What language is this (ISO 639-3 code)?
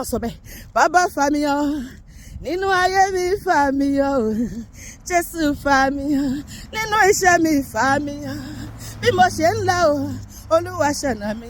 yor